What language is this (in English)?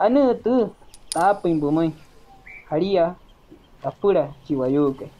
Wayuu